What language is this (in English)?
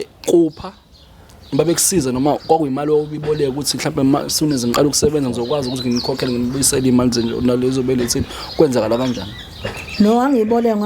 Zulu